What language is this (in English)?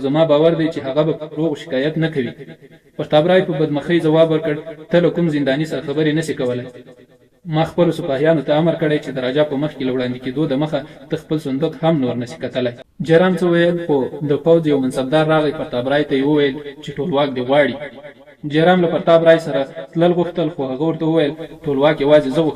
Pashto